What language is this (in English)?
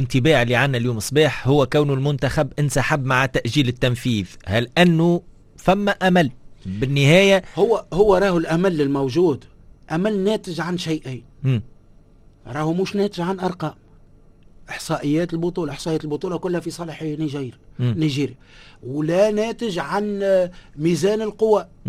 Tunisian Arabic